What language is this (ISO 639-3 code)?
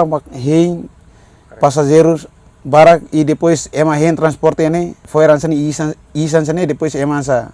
tet